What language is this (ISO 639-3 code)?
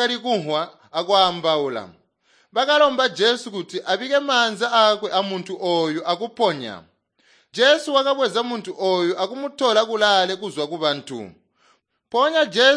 toi